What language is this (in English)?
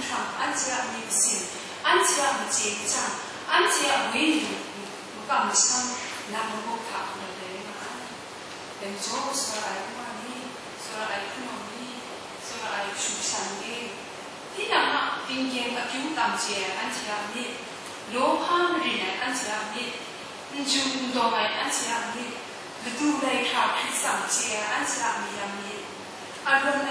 Kachin